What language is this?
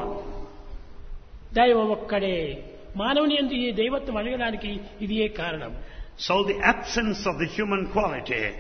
Telugu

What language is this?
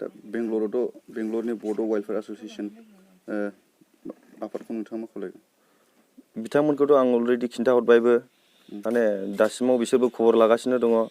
Bodo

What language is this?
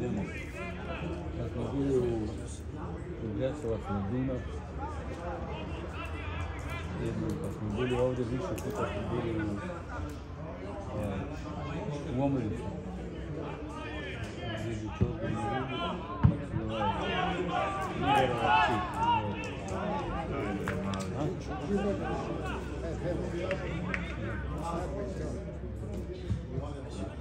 Serbian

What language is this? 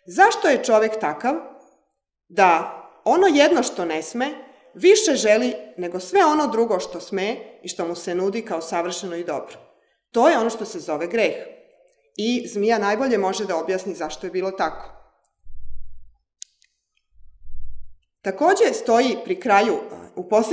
Serbian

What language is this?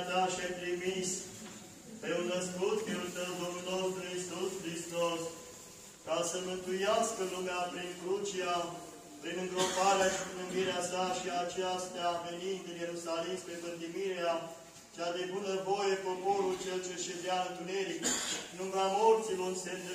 Romanian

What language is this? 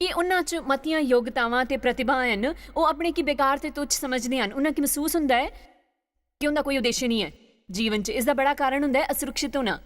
Dogri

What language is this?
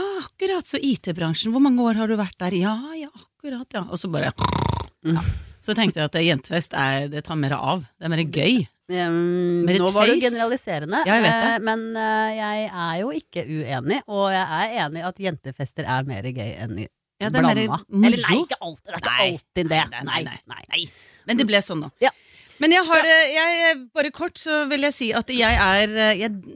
Norwegian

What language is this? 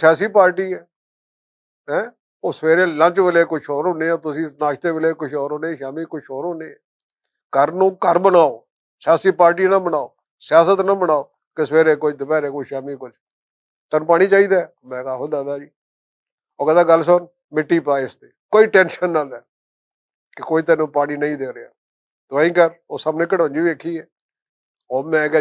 Western Panjabi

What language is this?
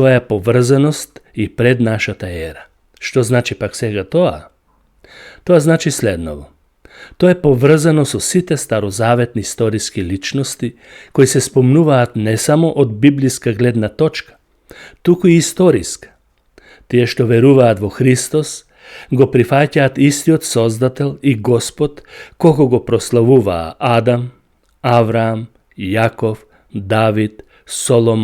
Macedonian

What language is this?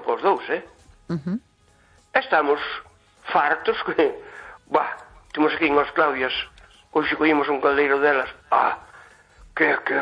Galician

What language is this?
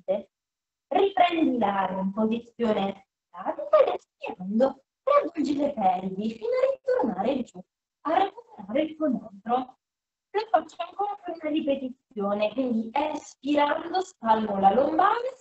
Italian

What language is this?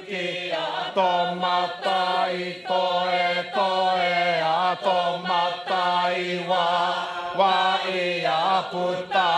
Māori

